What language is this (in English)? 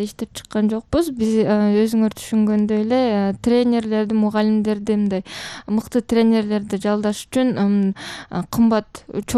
Kyrgyz